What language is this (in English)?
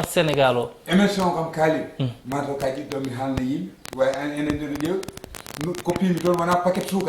Fula